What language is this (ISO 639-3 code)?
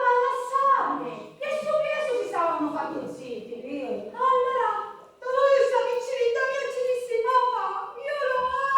scn